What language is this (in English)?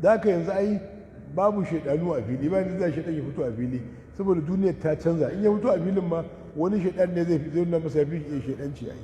Hausa